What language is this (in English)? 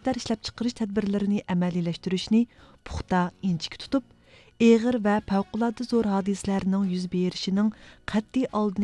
Uyghur